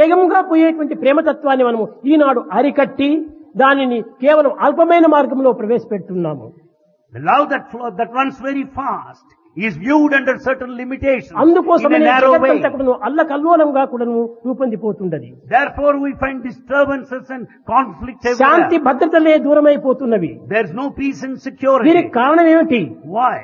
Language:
Telugu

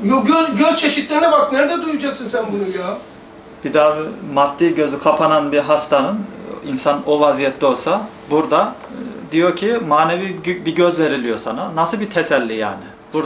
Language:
Turkish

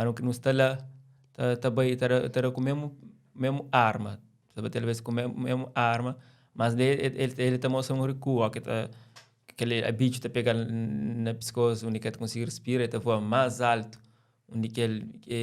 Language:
Kabuverdianu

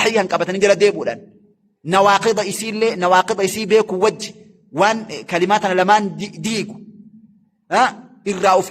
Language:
Oromo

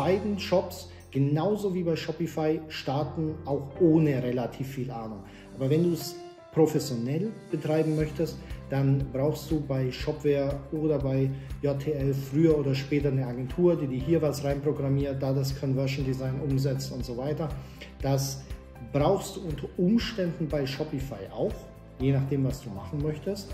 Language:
German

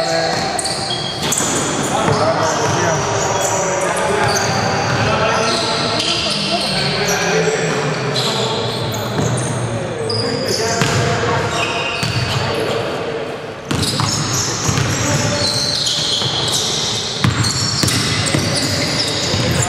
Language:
Greek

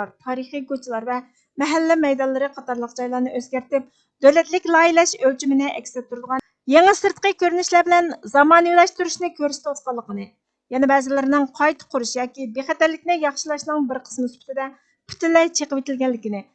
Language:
Uyghur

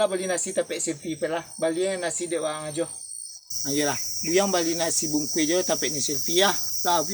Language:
Minangkabau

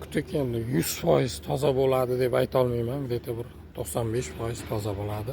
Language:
Uzbek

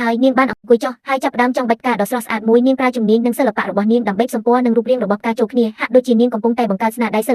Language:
Khmer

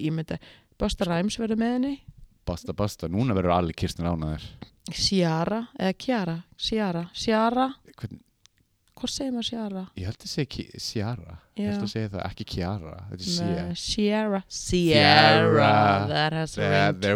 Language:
Icelandic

